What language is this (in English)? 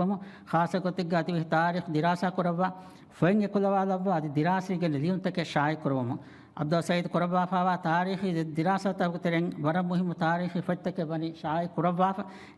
Divehi